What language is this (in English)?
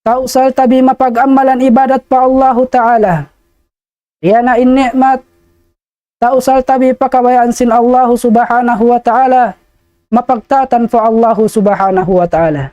Tausug